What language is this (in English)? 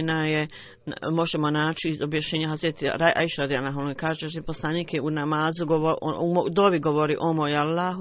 Bosnian